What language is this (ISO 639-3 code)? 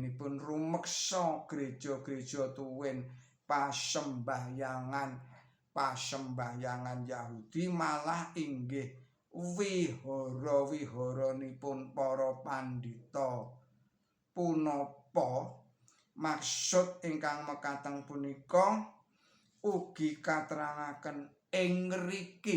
jav